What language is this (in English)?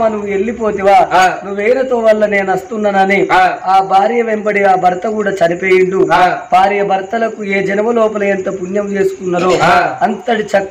Telugu